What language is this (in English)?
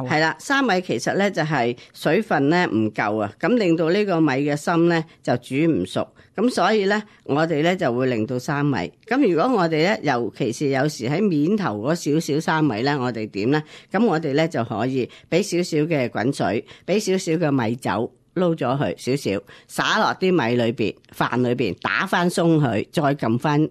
Cantonese